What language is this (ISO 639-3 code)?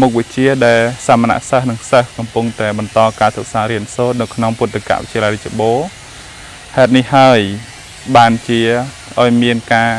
khm